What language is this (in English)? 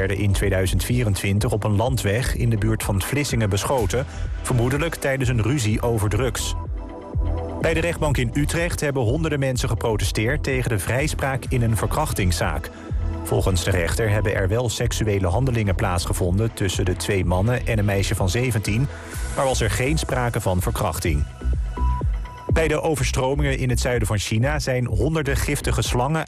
Dutch